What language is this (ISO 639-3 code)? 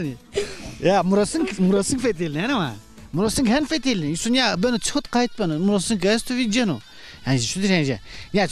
zza